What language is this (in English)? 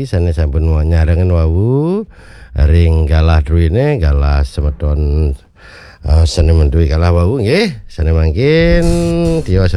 Balinese